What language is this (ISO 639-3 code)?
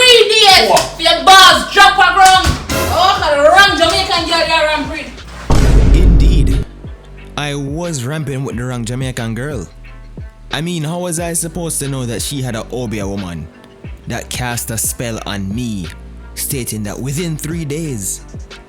jam